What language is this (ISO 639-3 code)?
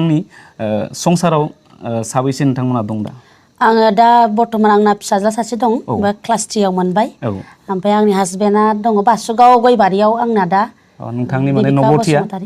brx